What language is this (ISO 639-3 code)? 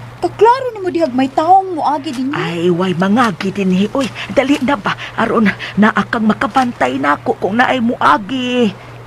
ceb